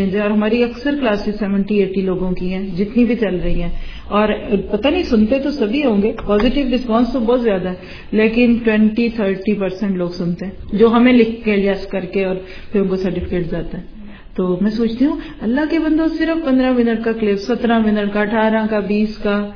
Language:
Urdu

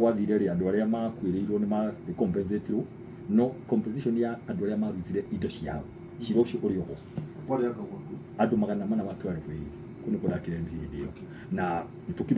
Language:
Kikuyu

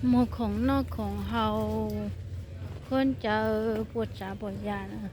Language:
Hmong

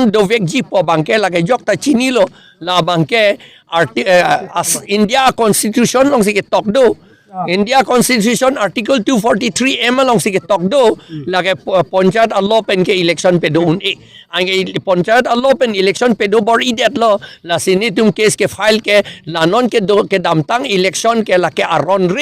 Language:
Karbi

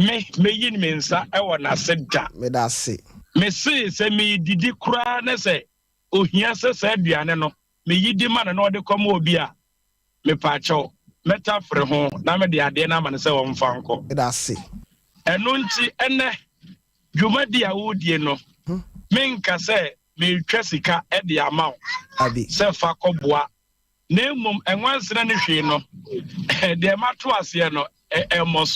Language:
Akan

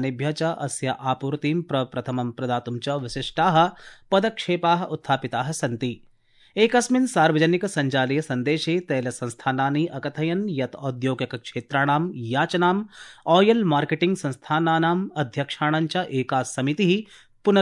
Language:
Sanskrit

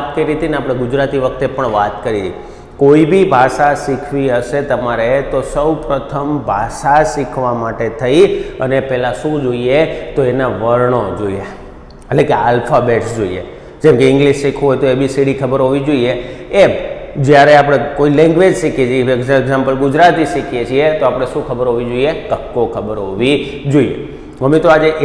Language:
Gujarati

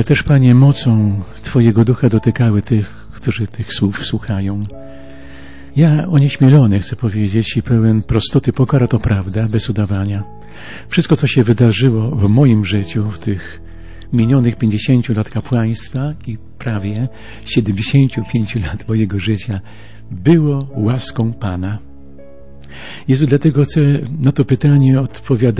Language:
Polish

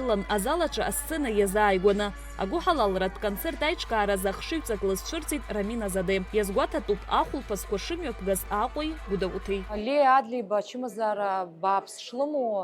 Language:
Abkhazian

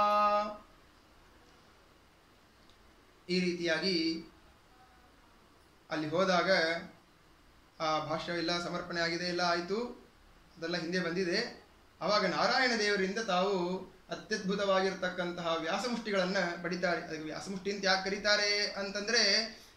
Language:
Kannada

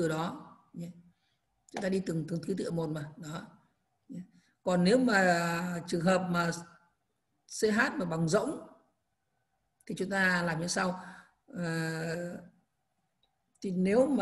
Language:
Vietnamese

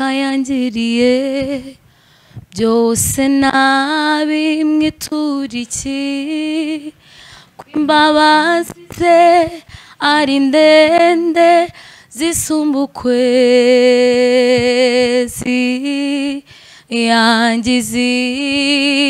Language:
Kinyarwanda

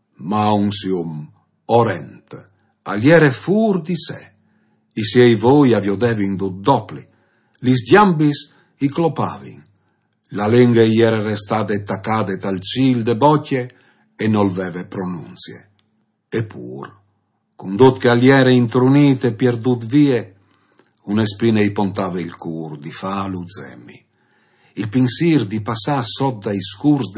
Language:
Friulian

